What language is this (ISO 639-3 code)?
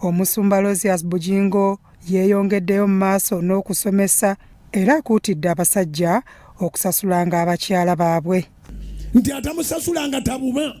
lug